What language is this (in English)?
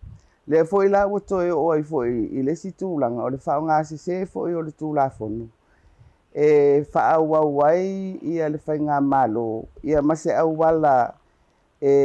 Samoan